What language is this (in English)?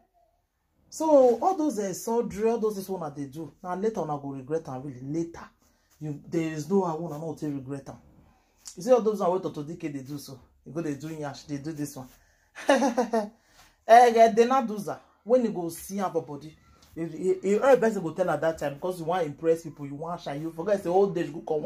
Nigerian Pidgin